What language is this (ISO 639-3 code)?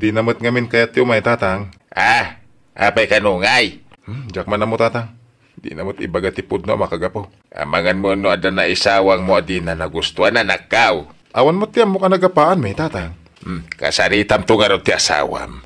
ilo